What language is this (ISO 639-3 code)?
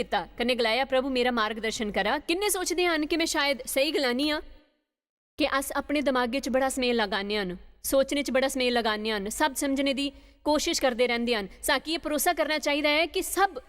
doi